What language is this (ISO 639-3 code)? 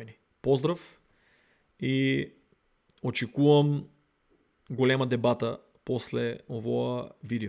mkd